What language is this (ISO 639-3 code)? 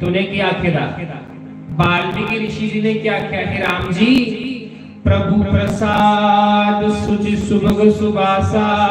doi